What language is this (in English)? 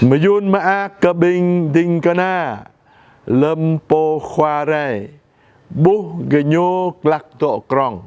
Jarai